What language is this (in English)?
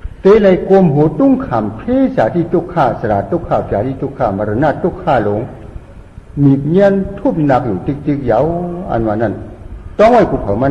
Shan